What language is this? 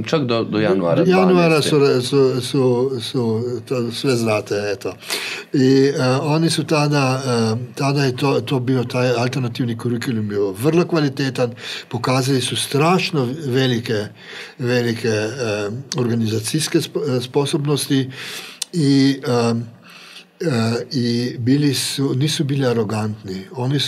Croatian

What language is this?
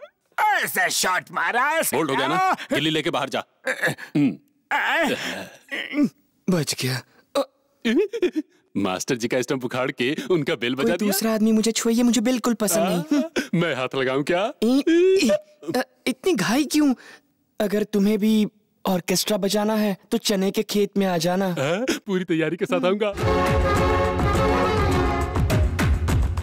Hindi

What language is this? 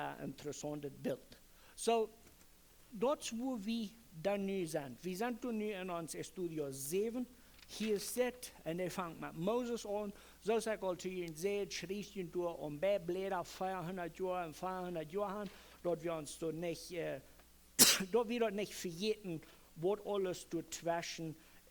Plautdietsch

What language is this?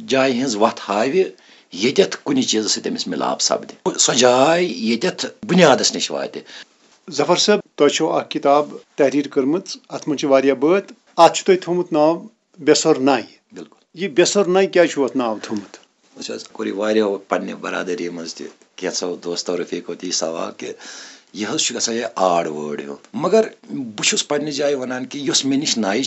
Kashmiri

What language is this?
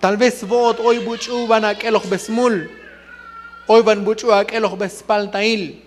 Tzotzil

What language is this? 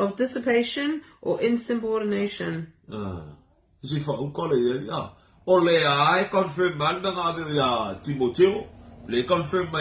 Samoan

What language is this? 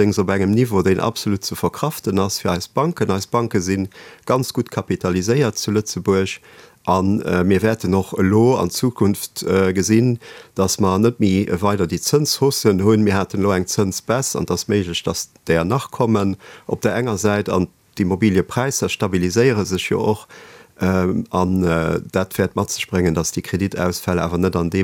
Luxembourgish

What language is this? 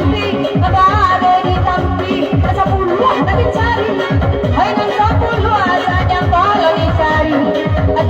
Minangkabau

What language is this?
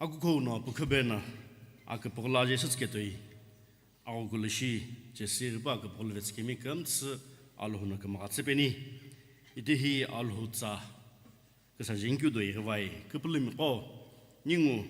Sumi Naga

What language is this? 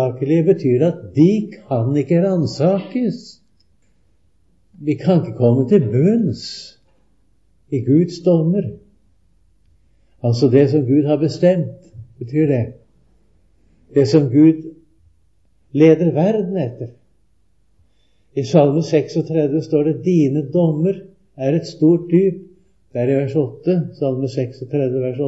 Norwegian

